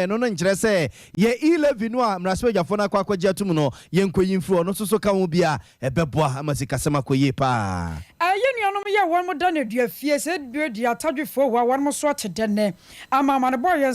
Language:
Akan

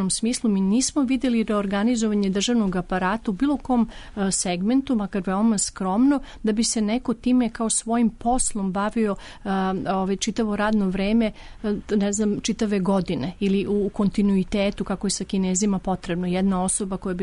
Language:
Serbian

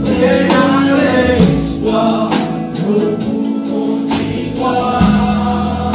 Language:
Morisyen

